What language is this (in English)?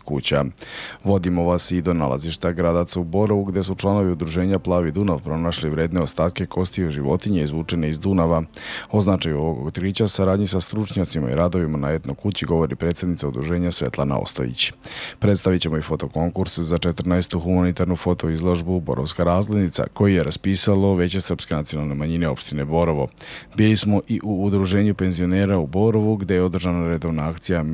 Serbian